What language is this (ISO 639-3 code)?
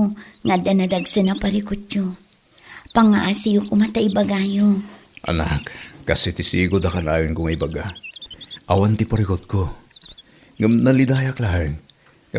ilo